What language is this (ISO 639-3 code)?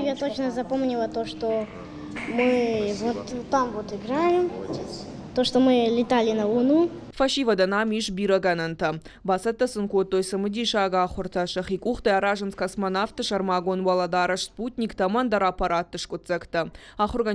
oss